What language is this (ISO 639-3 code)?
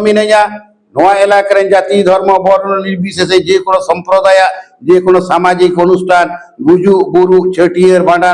sat